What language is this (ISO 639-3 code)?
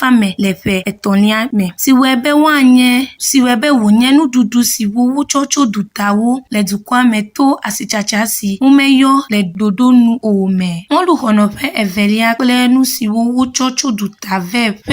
ewe